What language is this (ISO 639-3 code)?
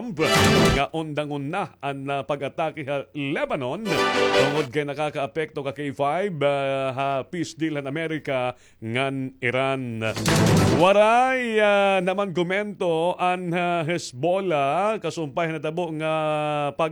war